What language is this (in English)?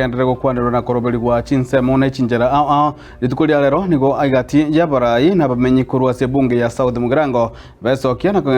Gusii